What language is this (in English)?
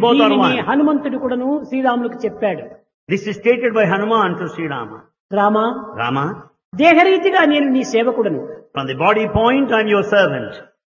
Telugu